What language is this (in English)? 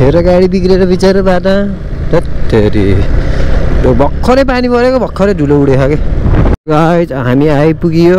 Nepali